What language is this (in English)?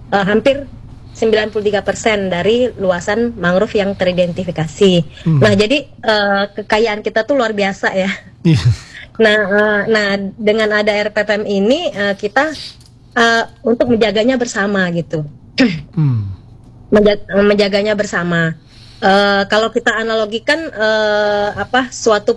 Indonesian